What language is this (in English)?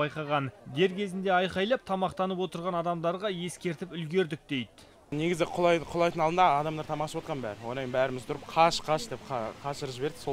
Kazakh